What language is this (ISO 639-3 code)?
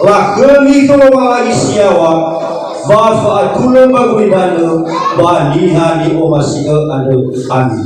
nia